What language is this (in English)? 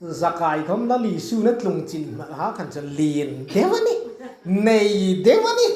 Hmar